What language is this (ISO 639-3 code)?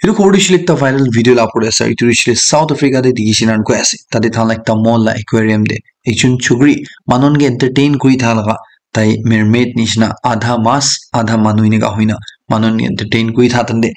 nag